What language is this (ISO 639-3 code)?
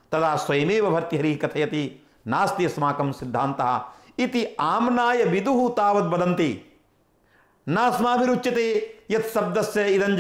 san